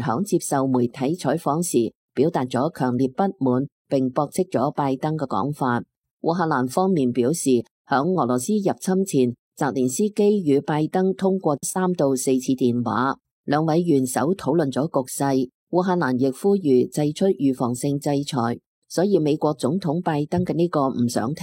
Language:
Cantonese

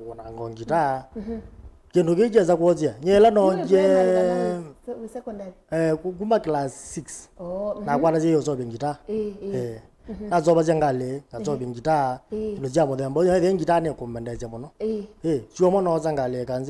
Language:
Kamba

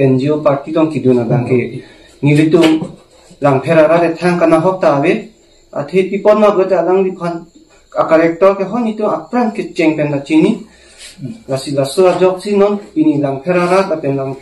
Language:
Karbi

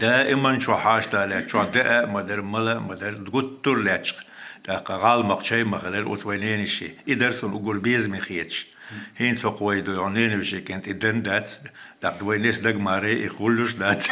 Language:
Chechen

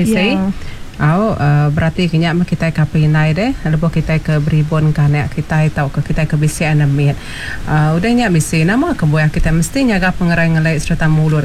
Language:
Iban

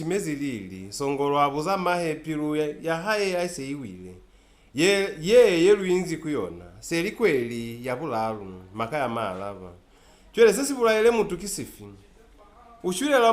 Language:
Lozi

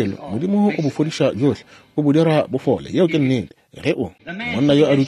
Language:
Northern Sotho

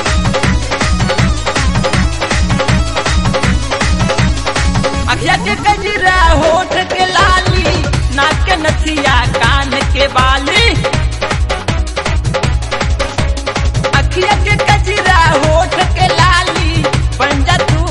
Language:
Bhojpuri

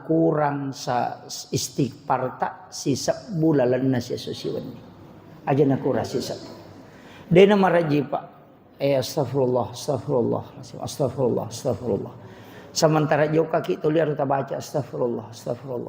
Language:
Buginese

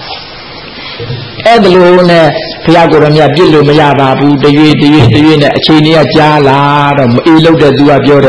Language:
Burmese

